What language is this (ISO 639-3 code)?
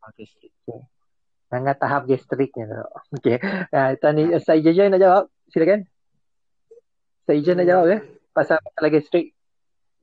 msa